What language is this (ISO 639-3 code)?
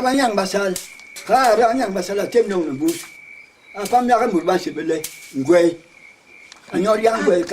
bas